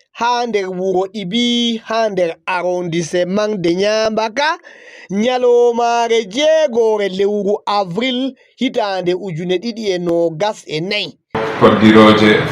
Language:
Fula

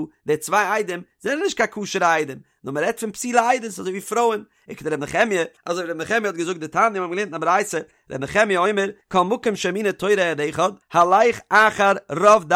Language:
Yiddish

